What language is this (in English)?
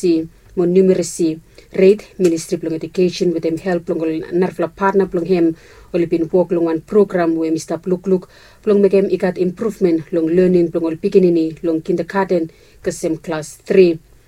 Bislama